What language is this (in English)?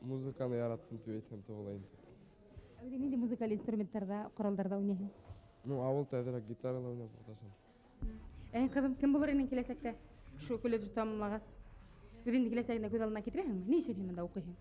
Bashkir